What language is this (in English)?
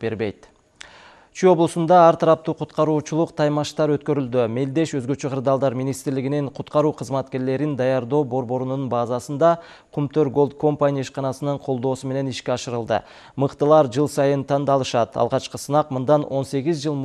Kyrgyz